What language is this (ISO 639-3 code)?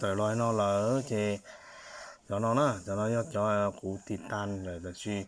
hmn